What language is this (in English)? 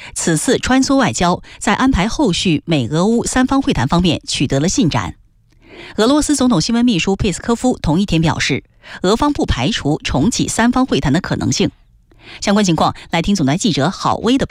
Chinese